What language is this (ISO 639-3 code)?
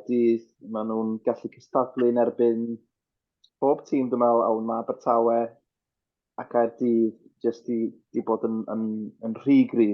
cym